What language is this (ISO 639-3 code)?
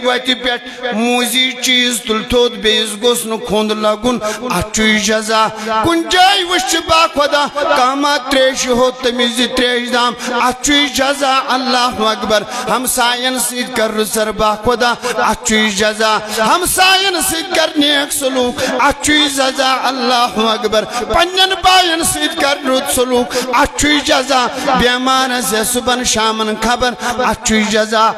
kas